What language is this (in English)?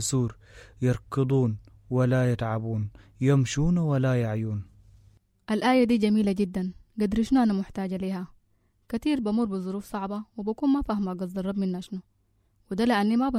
Sudanese Arabic